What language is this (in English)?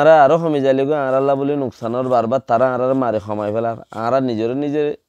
Rohingya